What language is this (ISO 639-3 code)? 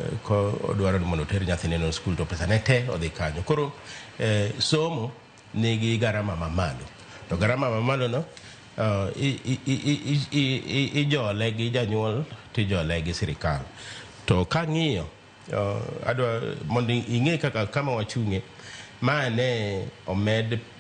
luo